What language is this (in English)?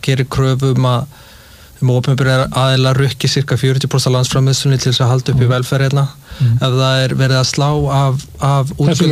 Icelandic